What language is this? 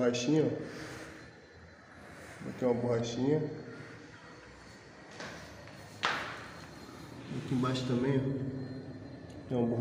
Portuguese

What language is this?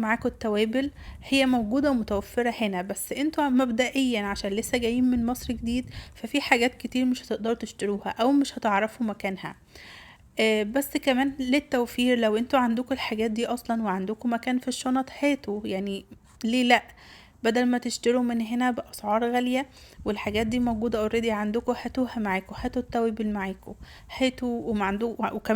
Egyptian Arabic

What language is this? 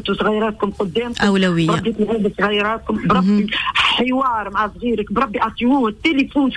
Tunisian Arabic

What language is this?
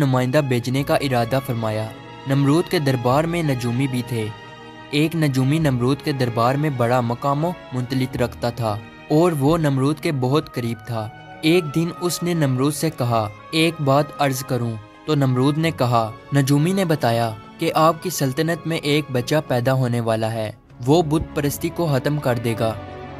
Urdu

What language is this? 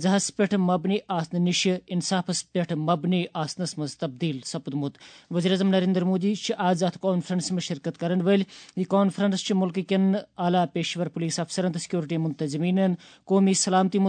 Kashmiri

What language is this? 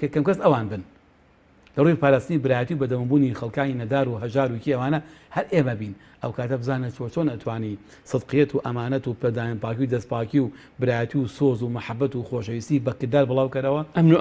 Central Kurdish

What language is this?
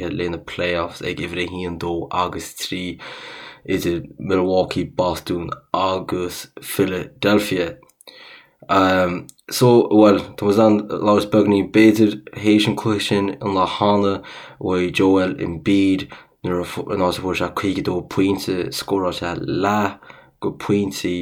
Irish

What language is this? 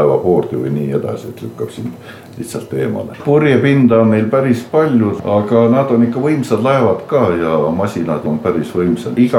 Estonian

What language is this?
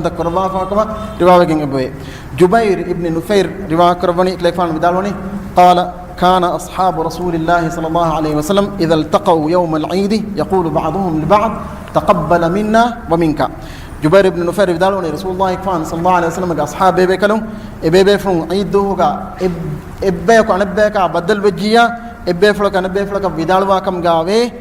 Divehi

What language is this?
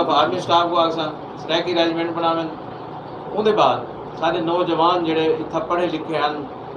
Saraiki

